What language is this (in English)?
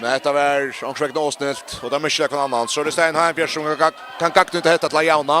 Faroese